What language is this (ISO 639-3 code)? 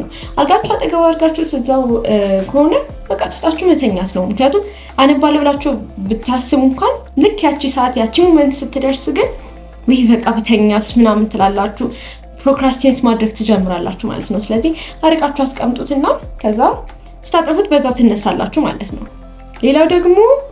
amh